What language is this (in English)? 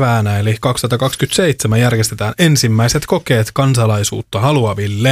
Finnish